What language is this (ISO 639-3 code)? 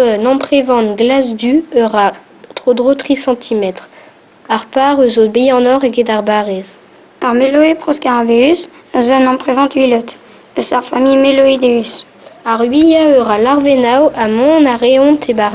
bre